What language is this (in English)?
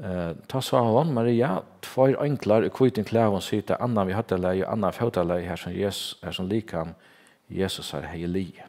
Faroese